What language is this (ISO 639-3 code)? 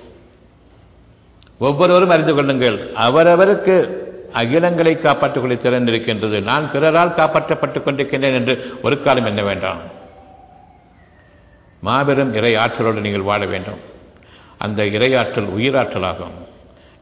tam